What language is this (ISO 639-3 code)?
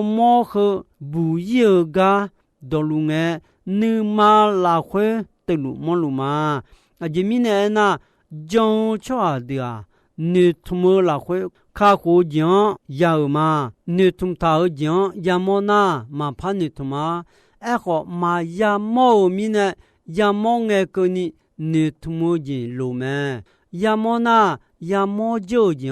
ahk